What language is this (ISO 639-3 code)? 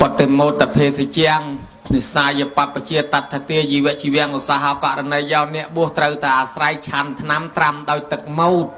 khm